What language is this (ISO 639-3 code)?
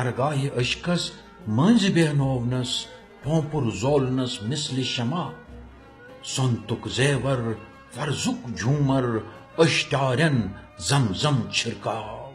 kas